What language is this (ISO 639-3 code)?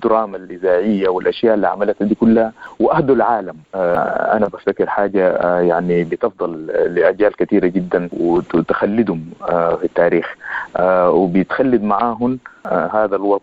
apd